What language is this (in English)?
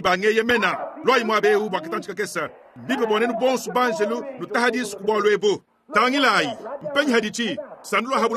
Luba-Lulua